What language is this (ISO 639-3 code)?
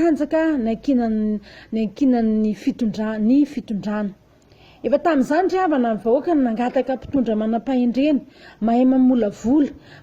mlg